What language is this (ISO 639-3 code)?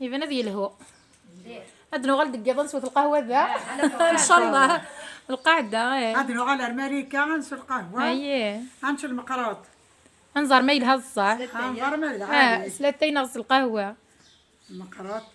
kab